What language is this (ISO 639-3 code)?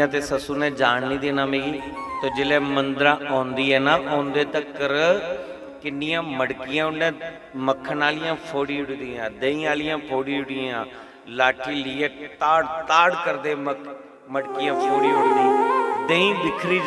doi